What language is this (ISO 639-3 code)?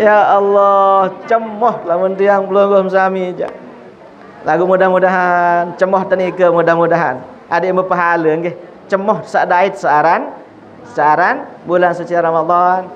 sas